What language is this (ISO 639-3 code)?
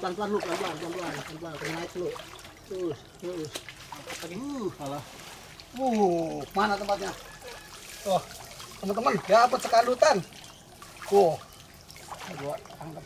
bew